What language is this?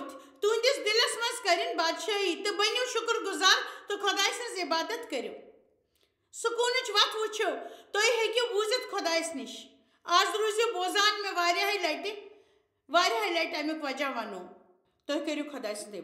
Kashmiri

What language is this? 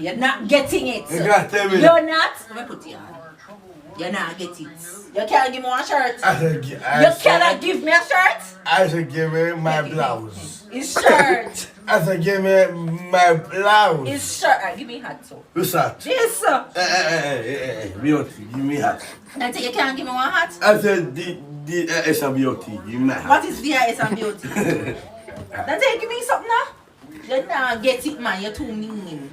Jamaican Creole English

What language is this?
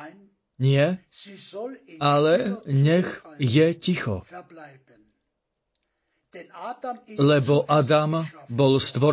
Slovak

